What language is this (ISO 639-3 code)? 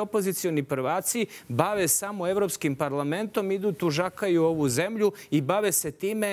srp